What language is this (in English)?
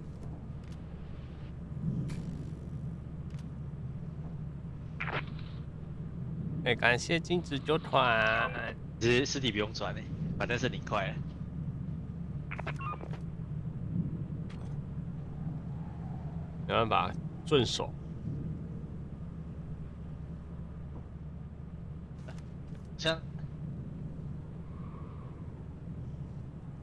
Chinese